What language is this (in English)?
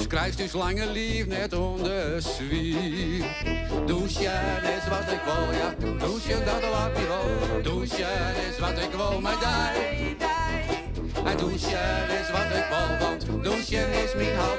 Western Frisian